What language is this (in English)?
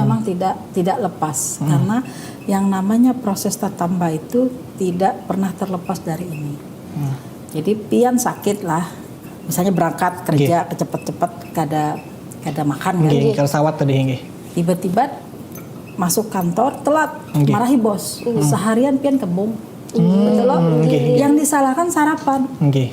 Banjar